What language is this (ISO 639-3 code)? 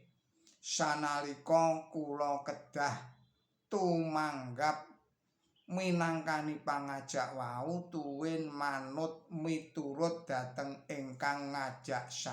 jav